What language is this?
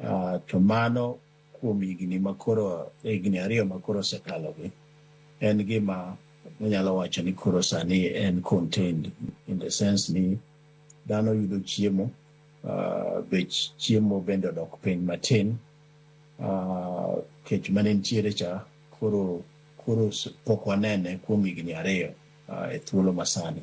Luo (Kenya and Tanzania)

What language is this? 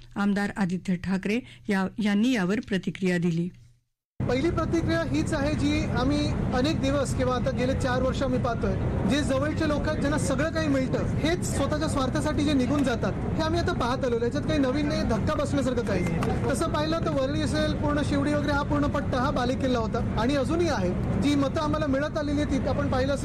Marathi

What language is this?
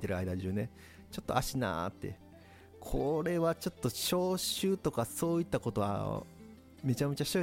Japanese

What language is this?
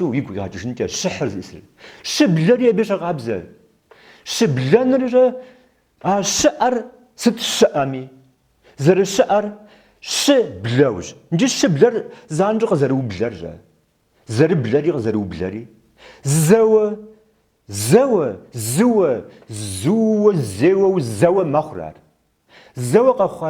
Kabardian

